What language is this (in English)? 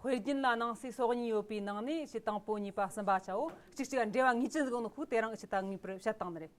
Tibetan